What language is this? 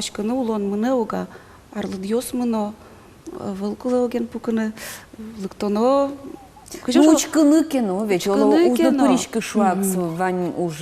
Udmurt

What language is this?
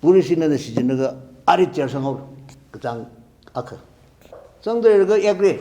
Tangkhul Naga (India)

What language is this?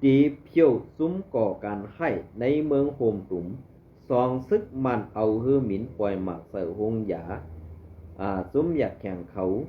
Shan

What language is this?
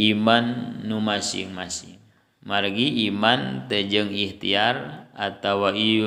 Sundanese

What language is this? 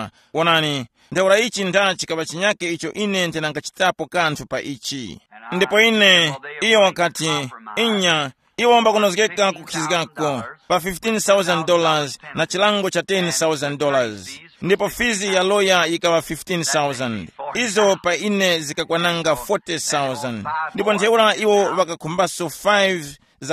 Tumbuka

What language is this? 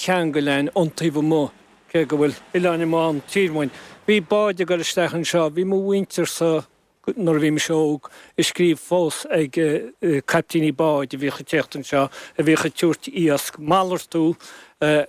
Irish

